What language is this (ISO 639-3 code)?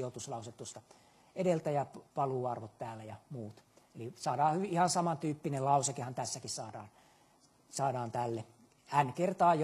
fin